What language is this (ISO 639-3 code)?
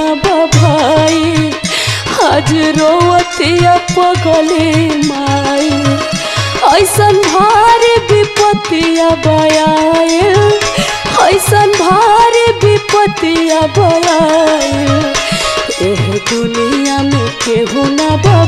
bho